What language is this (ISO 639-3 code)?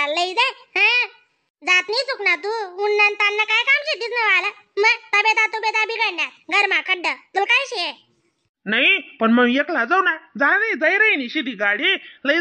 khn